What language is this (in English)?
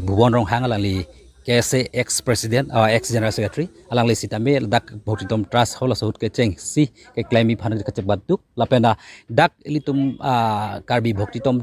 Karbi